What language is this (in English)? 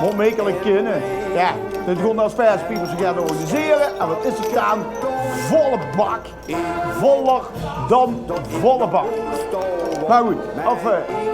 Limburgish